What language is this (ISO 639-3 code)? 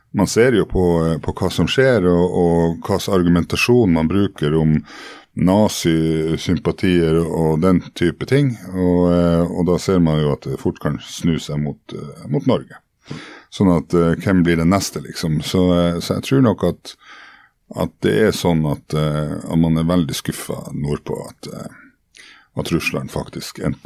nor